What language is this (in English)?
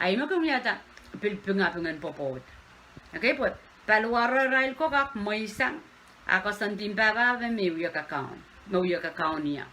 Pohnpeian